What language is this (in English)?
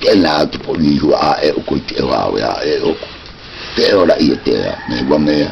South Marquesan